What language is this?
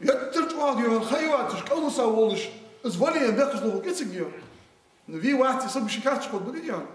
Ingush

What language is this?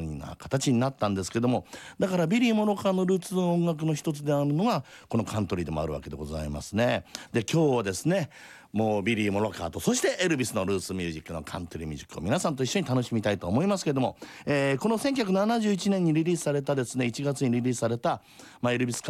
Japanese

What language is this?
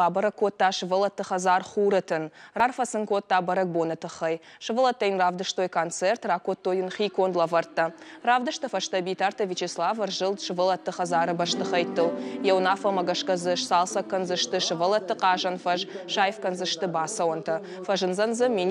Ossetic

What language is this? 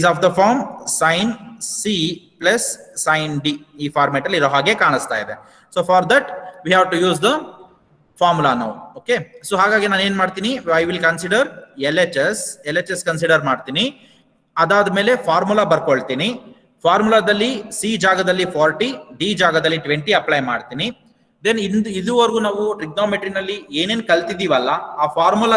Kannada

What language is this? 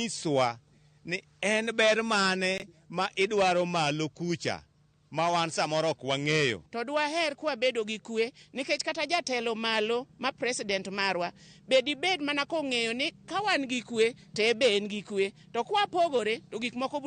Luo (Kenya and Tanzania)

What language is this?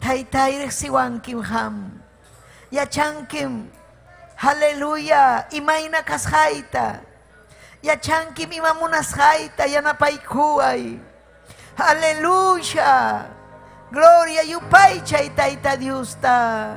Ayacucho Quechua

